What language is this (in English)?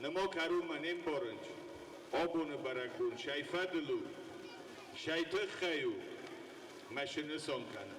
Ossetic